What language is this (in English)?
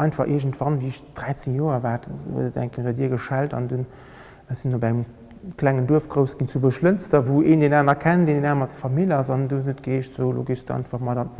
Luxembourgish